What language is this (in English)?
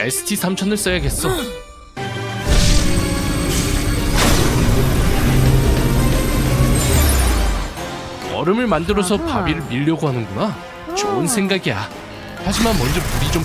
Korean